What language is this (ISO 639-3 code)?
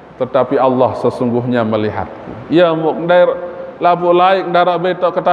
sas